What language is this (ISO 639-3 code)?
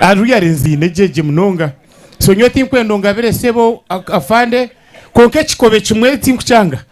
nyn